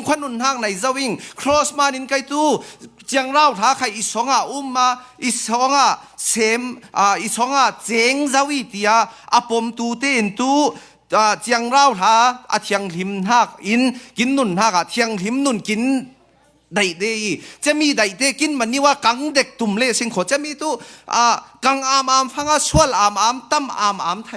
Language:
Falam Chin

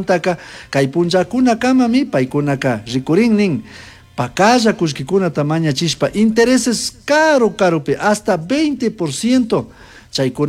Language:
Chimborazo Highland Quichua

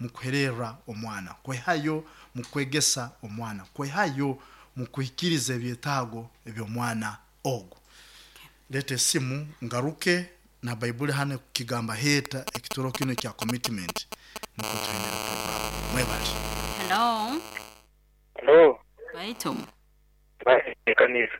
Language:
Nyoro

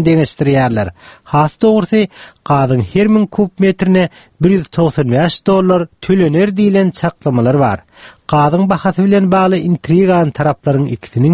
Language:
Turkmen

